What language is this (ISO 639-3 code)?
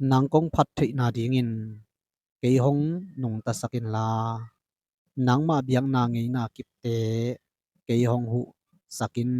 ctd